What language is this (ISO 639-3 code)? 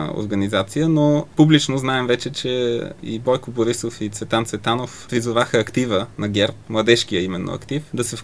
bul